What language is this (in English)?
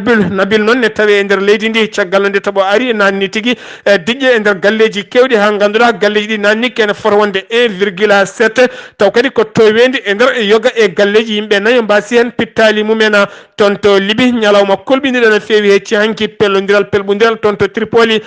Fula